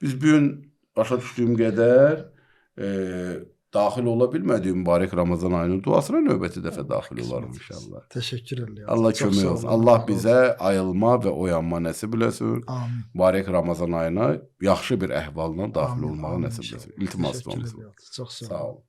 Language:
Azerbaijani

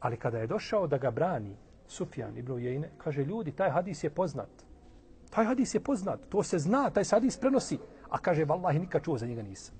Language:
Bosnian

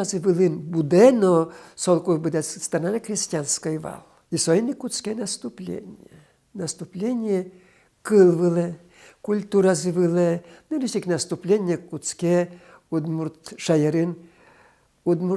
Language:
Udmurt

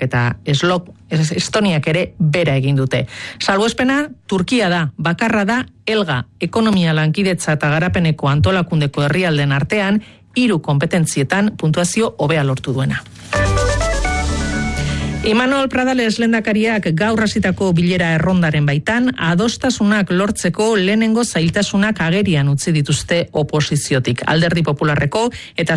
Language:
Basque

